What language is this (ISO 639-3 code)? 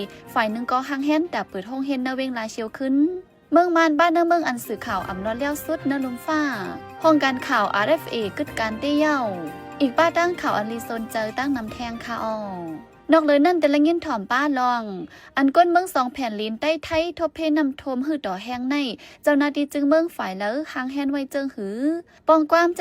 shn